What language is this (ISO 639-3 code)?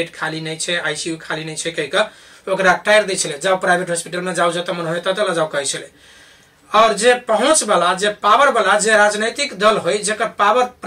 mai